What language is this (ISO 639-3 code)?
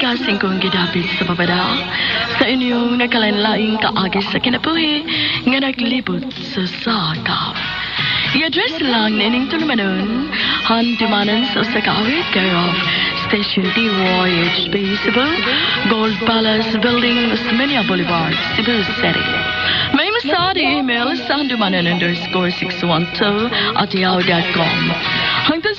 ceb